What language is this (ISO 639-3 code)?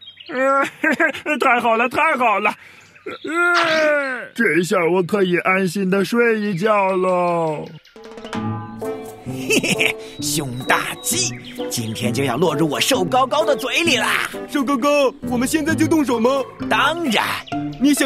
zho